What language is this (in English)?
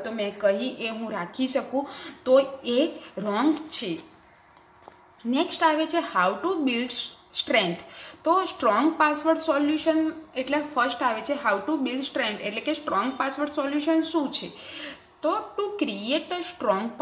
Gujarati